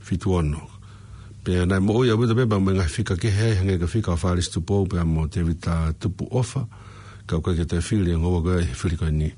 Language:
Tongan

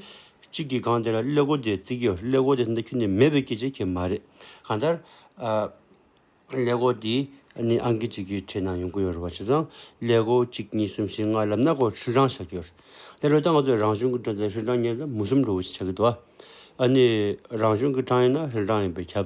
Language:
Tibetan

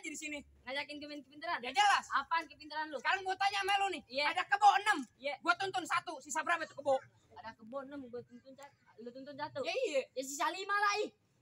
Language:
Betawi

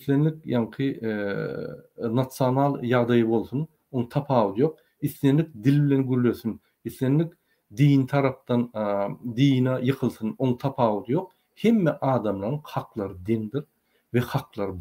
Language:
Turkmen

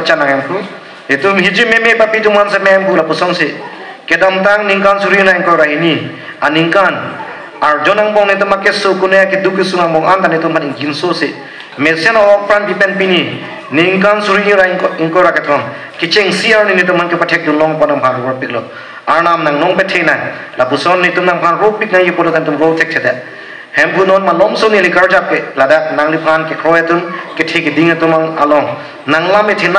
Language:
Karbi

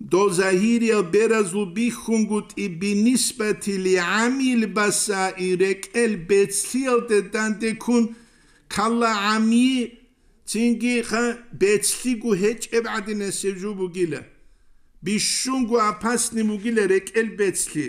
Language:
Avaric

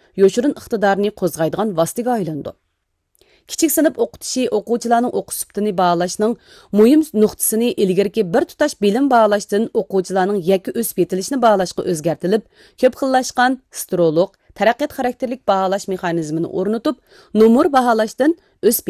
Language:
Uyghur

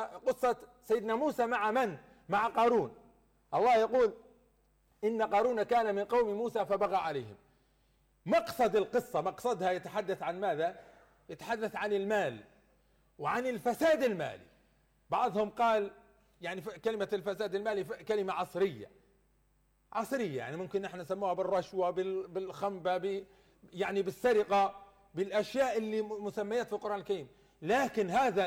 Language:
Arabic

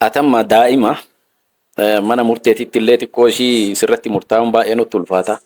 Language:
Oromo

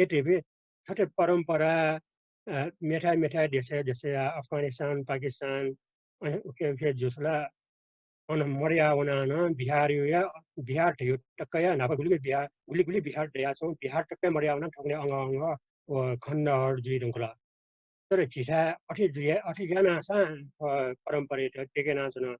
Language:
Newari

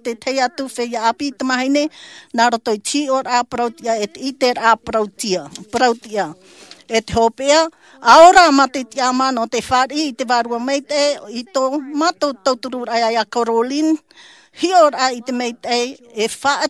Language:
Tahitian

